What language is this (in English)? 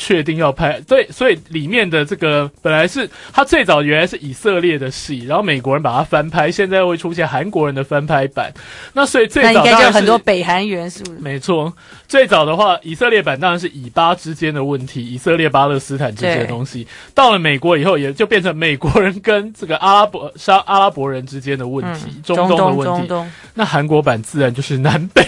Chinese